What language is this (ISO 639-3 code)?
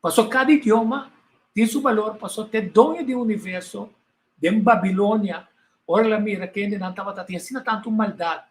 pap